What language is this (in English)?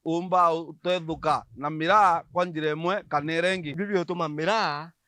Meru